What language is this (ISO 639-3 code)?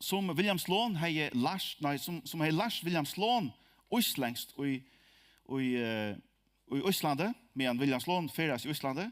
fao